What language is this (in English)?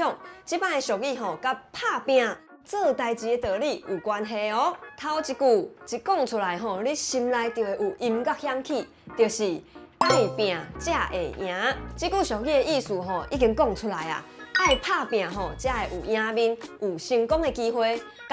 Min Nan Chinese